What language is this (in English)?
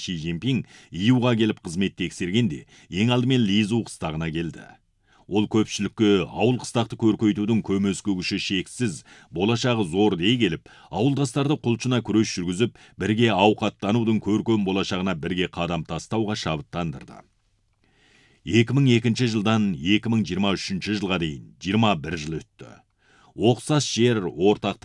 Kazakh